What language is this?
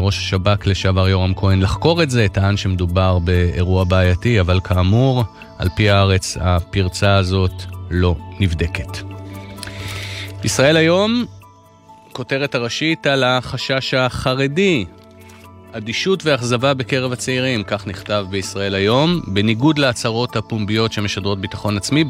Hebrew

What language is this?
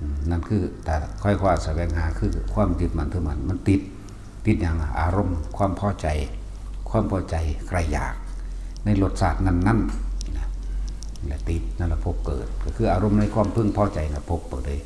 Northeastern Thai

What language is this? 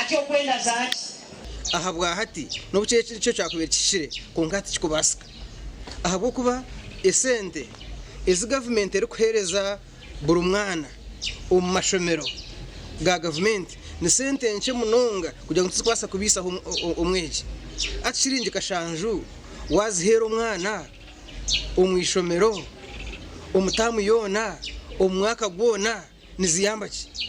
Nyankole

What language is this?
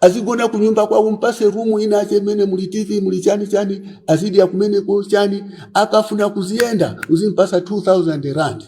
Nyanja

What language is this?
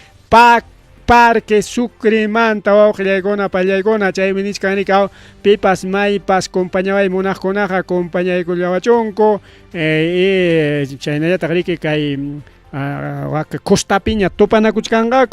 Ayacucho Quechua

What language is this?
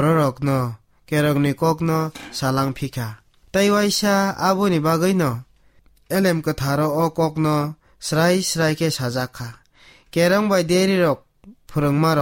Kok Borok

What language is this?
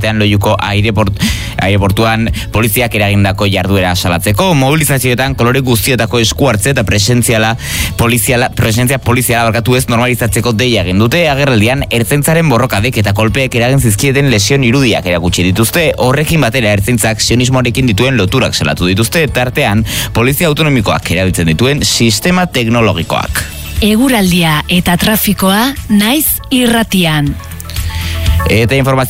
Basque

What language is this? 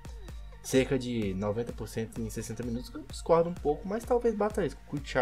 Portuguese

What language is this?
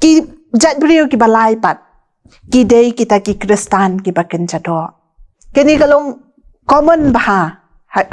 Khasi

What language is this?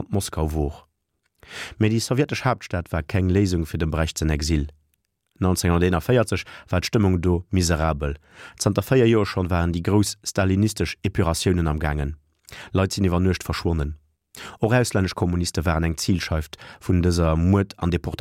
Luxembourgish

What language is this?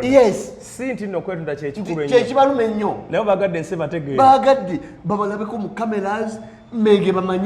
Ganda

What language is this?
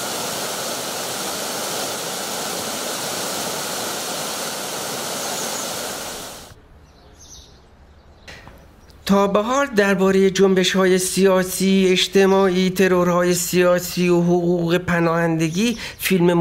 Persian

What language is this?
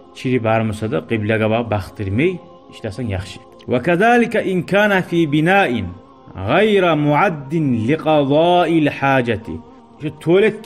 Kumyk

